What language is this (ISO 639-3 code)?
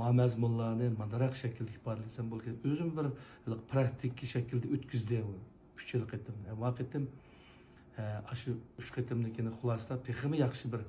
uig